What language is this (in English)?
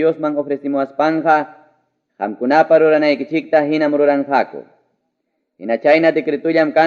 Ayacucho Quechua